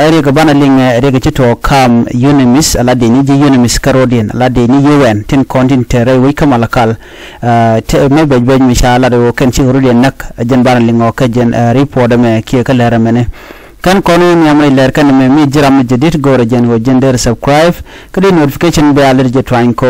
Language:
Nuer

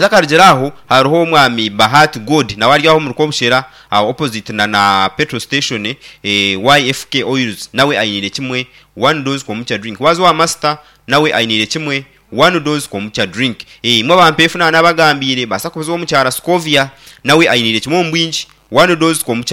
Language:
Nyankole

